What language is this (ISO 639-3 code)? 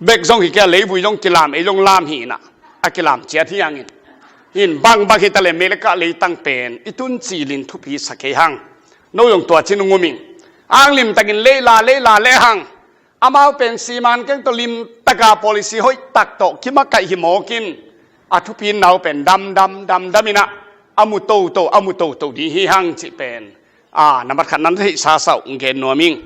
ctd